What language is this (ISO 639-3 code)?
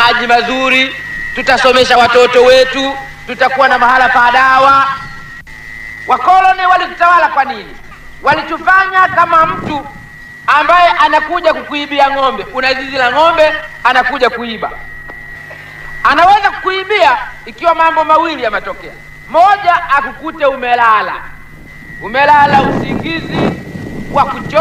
swa